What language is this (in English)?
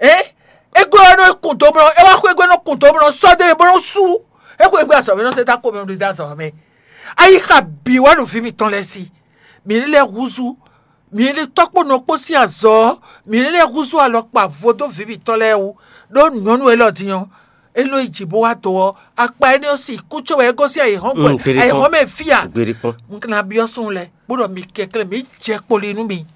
Fon